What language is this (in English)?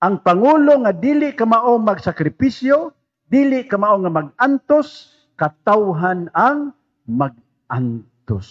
Cebuano